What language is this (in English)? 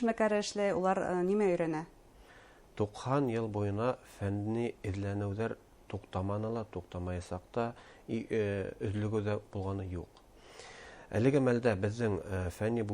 Bashkir